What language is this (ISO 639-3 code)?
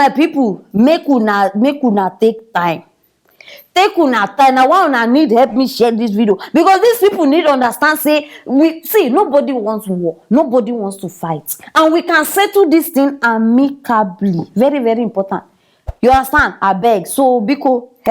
pcm